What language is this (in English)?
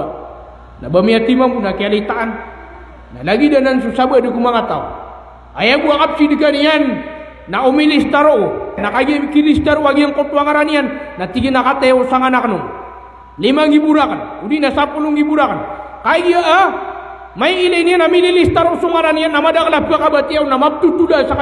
Maranao